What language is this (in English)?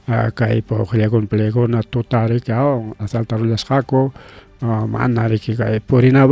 Ayacucho Quechua